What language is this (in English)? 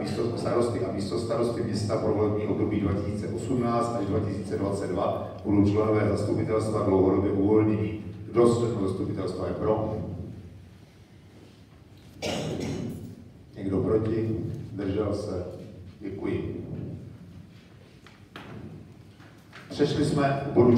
Czech